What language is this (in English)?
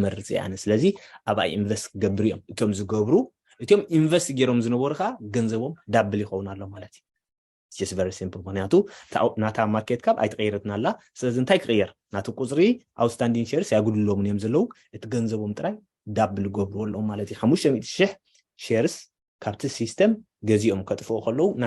Tigrinya